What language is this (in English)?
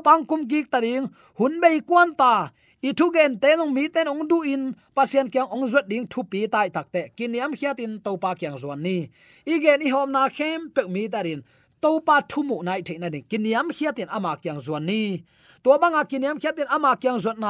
Tedim Chin